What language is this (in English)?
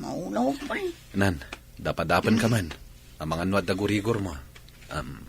Iloko